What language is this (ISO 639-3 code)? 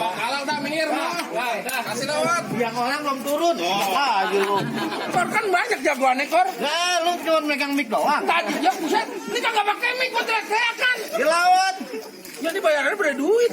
bew